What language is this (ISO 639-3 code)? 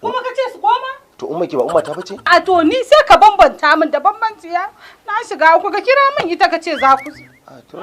hau